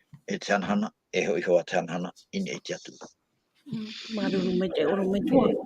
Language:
Tahitian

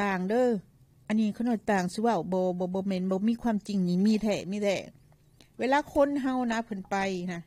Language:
Lao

